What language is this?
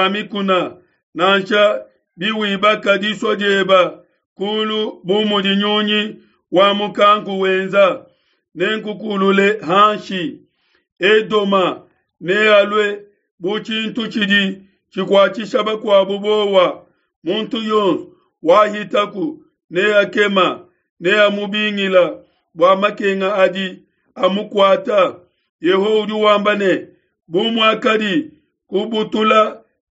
Luba-Lulua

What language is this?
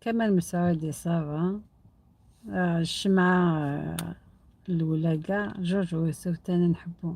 Algerian Arabic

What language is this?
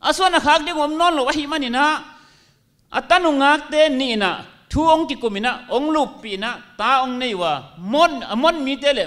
Tedim Chin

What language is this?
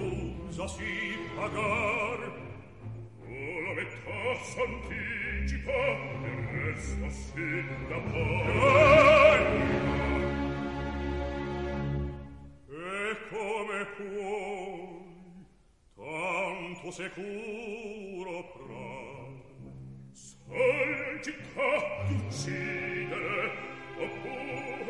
Italian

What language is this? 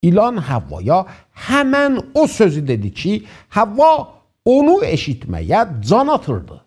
South Azerbaijani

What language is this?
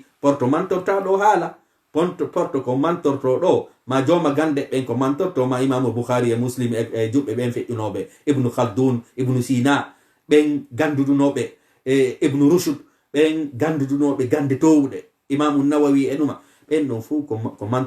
Fula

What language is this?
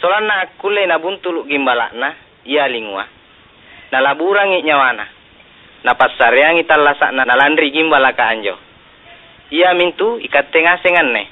Makasar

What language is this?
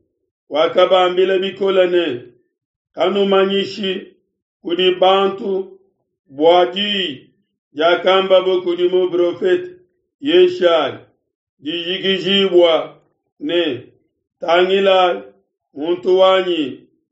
Luba-Lulua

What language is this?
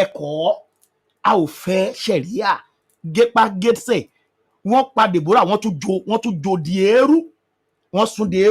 Yoruba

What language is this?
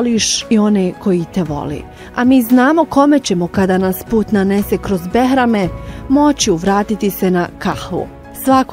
Bosnian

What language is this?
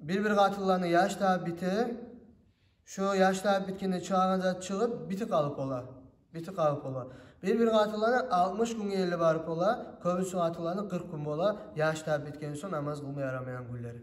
Kumyk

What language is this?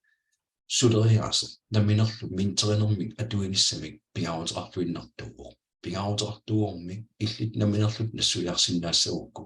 Kalaallisut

